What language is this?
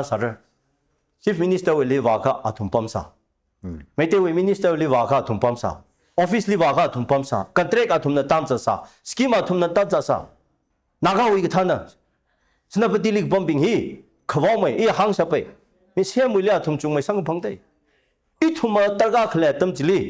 Tangkhul Naga (India)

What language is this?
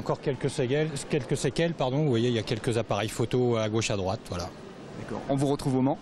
French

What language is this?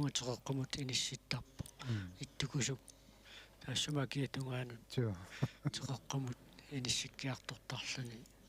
Kalaallisut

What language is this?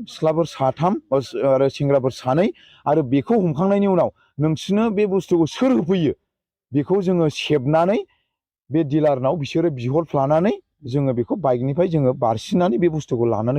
Bodo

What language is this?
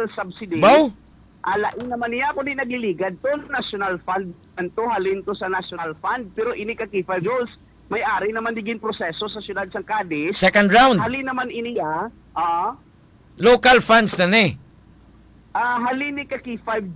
Hiligaynon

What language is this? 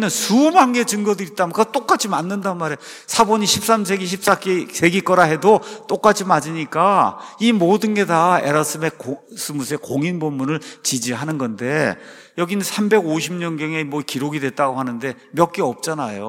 Korean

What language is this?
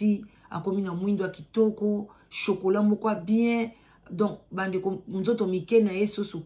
Lingala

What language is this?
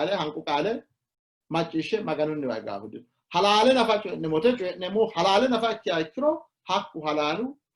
Sidamo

